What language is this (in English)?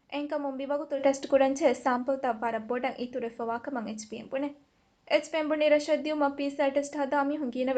Divehi